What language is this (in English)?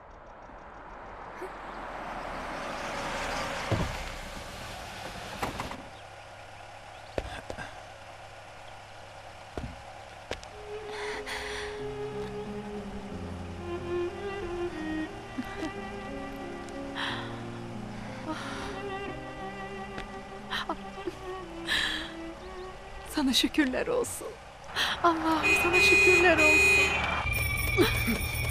Turkish